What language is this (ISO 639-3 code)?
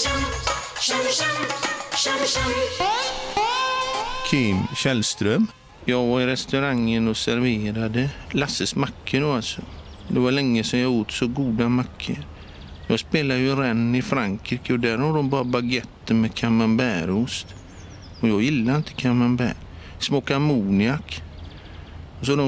swe